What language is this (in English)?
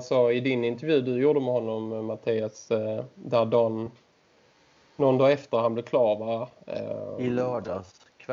Swedish